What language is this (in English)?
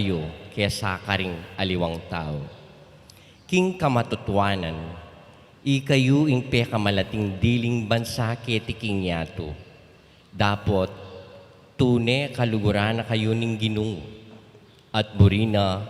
Pampanga